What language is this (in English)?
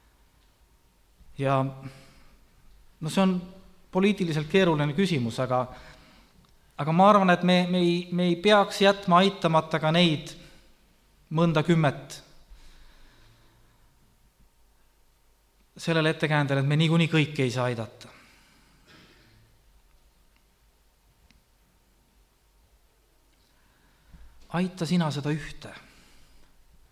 Estonian